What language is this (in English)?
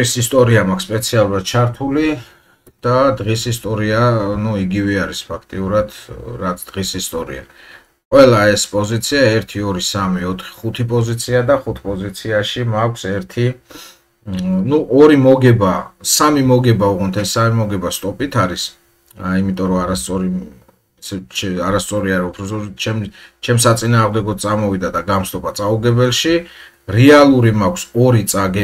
Georgian